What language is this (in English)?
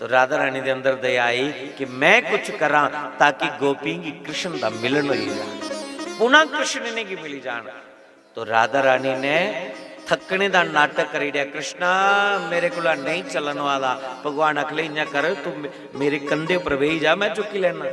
Dogri